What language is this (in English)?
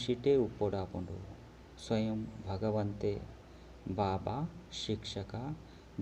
Tulu